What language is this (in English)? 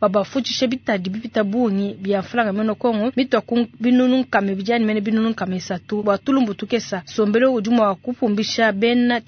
Luba-Lulua